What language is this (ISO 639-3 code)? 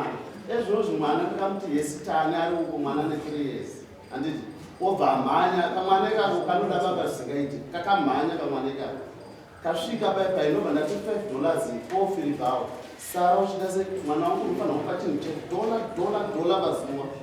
sna